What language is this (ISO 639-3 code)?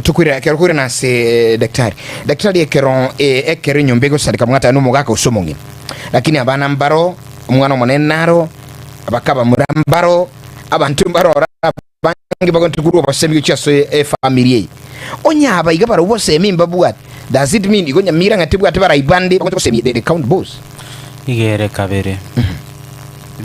guz